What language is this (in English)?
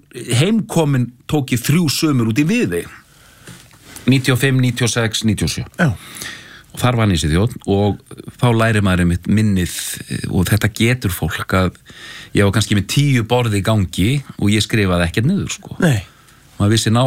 Icelandic